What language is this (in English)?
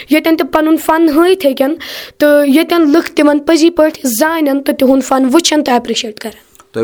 Kashmiri